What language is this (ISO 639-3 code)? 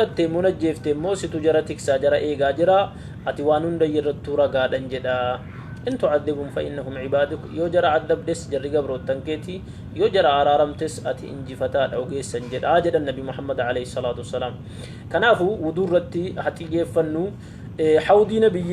orm